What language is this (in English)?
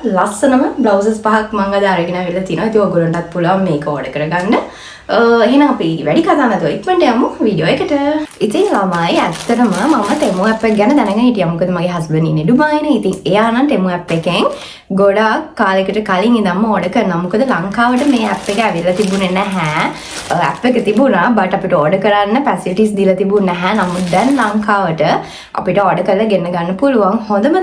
Sinhala